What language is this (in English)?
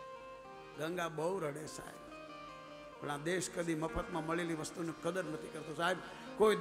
Gujarati